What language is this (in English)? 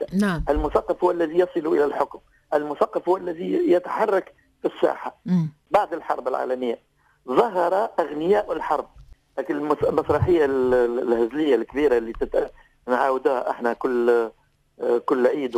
Tunisian Arabic